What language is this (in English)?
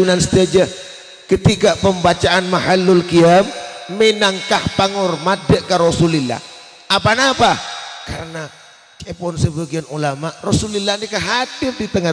Madurese